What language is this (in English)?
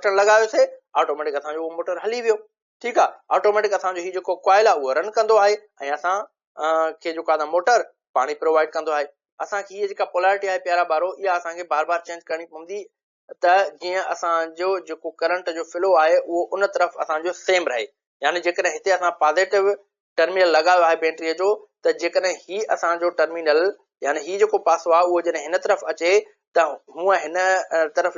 Sindhi